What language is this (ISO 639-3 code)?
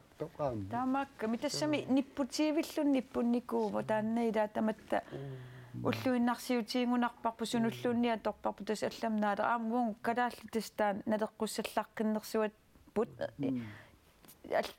kal